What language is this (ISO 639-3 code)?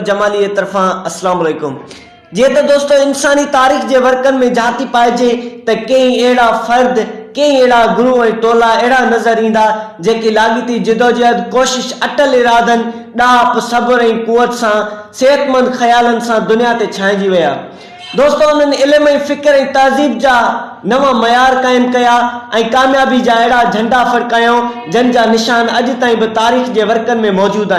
snd